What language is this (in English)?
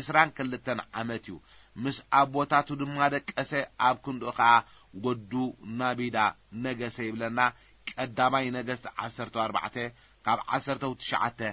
Tigrinya